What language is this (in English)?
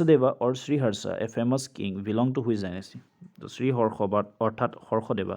Assamese